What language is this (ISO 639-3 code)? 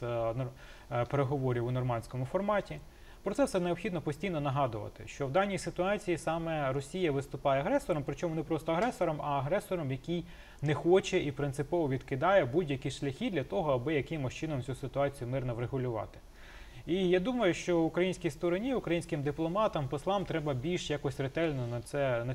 ukr